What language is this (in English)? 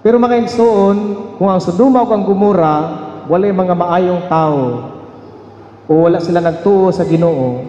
Cebuano